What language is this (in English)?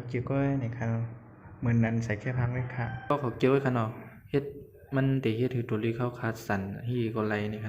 Shan